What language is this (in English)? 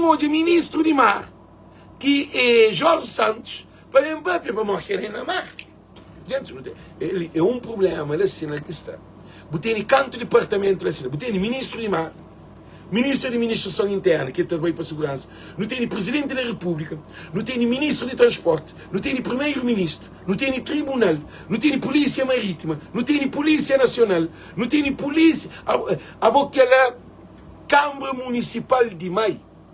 Kabuverdianu